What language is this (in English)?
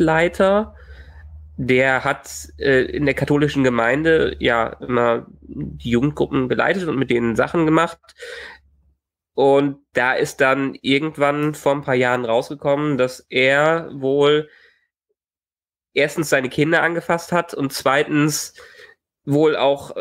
German